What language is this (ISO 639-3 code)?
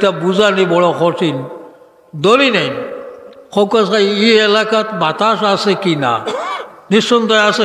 syl